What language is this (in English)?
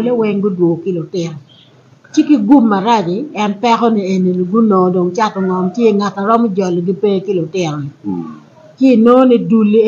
Acoli